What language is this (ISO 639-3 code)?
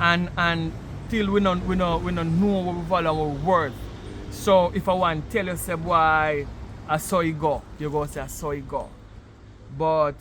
jam